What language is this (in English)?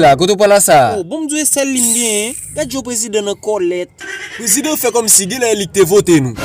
Haitian Creole